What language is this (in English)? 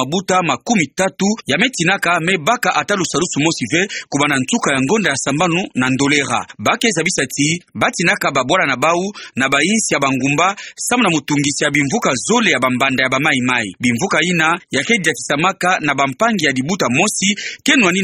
Kituba (Democratic Republic of Congo)